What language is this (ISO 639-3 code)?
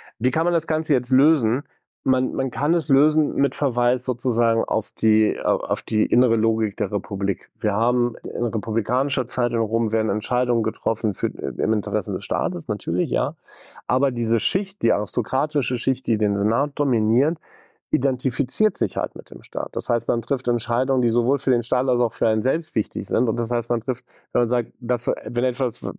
deu